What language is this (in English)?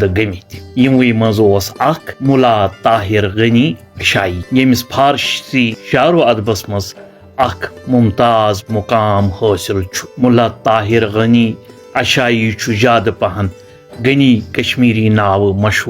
Kashmiri